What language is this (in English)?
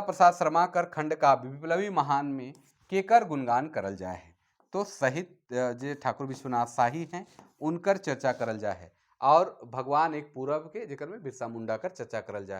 Sadri